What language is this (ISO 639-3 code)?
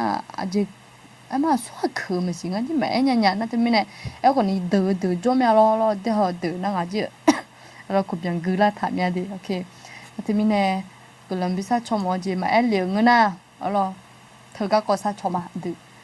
ahk